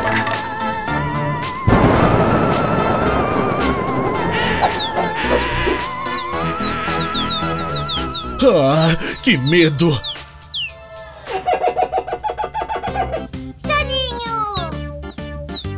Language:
Portuguese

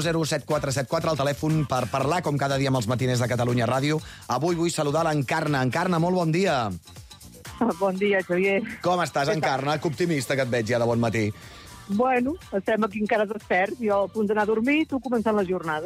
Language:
Catalan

